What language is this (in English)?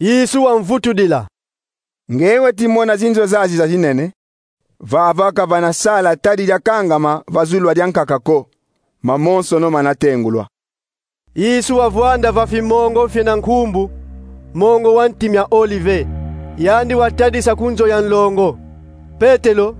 Kongo